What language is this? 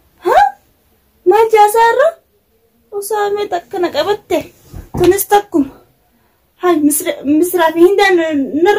Oromo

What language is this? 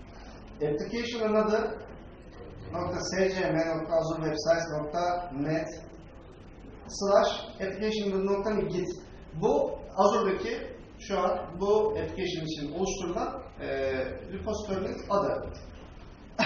Turkish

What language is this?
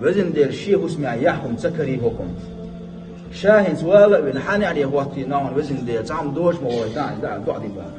Chechen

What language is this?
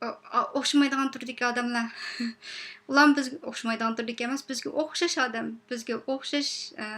Uyghur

